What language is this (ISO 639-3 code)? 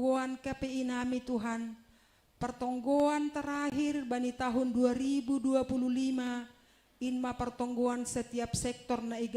bts